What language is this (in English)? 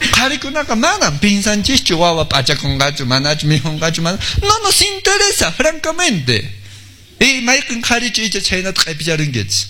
Quechua